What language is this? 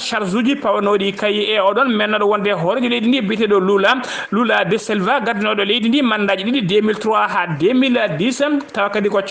Fula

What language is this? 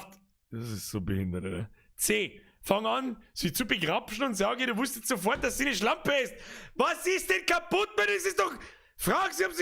Bavarian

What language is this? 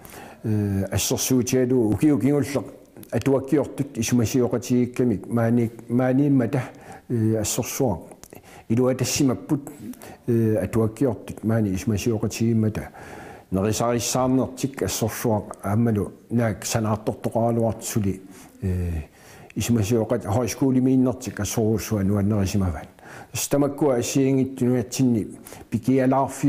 Kalaallisut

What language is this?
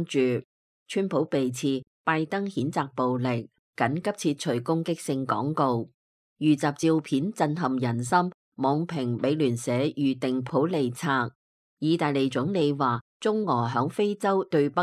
Cantonese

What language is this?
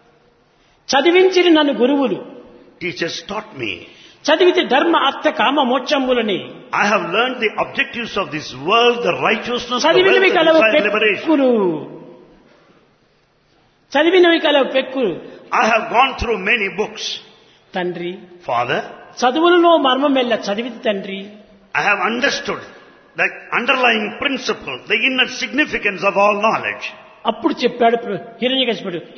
Telugu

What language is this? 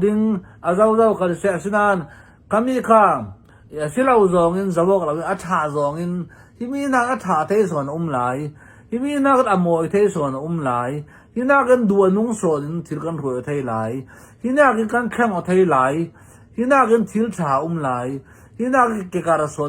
Hakha Chin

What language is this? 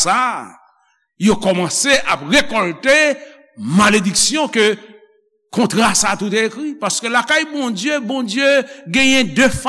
Haitian Creole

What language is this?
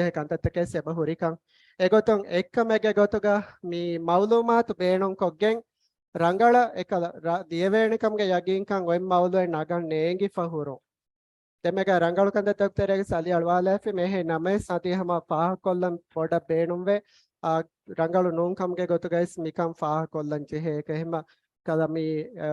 Divehi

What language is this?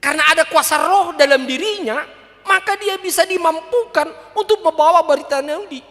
Batak Toba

